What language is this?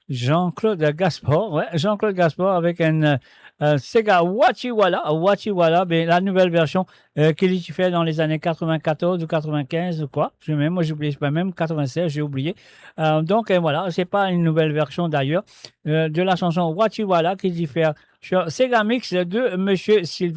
Morisyen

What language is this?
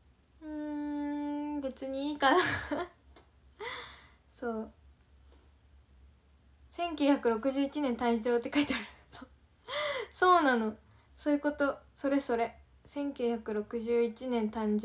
Japanese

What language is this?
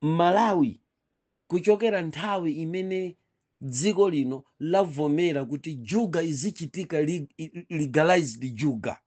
Nyanja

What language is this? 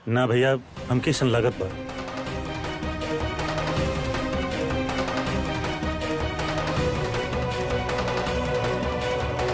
Bhojpuri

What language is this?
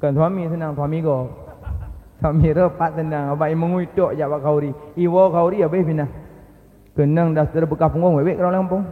Achinese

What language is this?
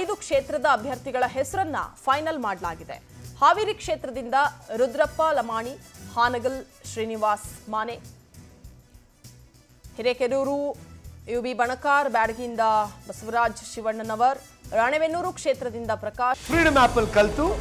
Kannada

